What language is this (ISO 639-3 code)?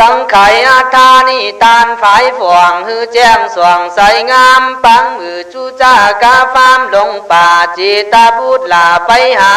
kkh